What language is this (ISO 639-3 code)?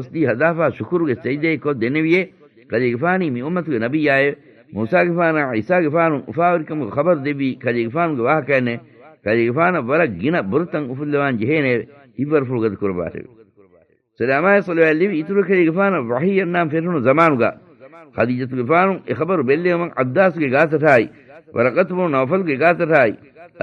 div